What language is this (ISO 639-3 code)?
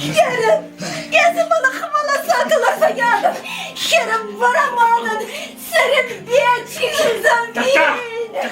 chv